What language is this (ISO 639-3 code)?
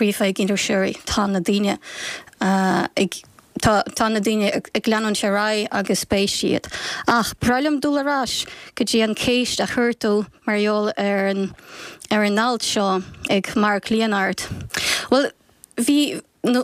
gle